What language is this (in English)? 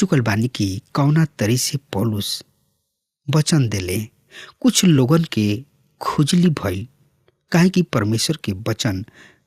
Bhojpuri